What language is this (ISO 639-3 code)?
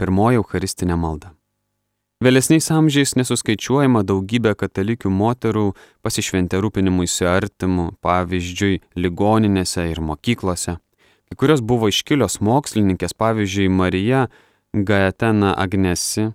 lit